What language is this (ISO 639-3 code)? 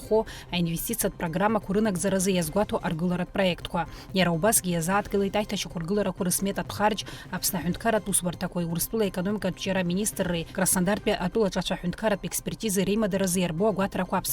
abk